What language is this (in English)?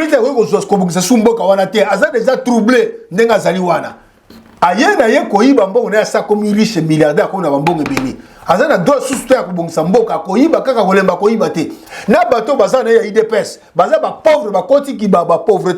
Lingala